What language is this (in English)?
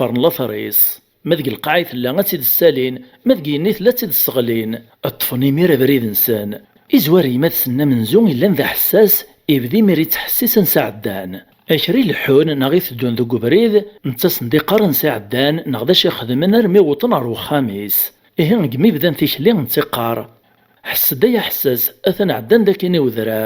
Kabyle